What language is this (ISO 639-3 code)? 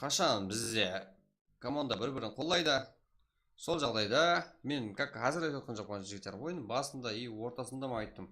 kaa